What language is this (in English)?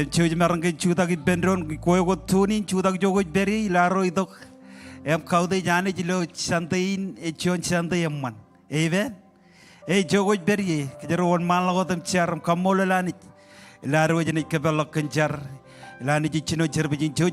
Marshallese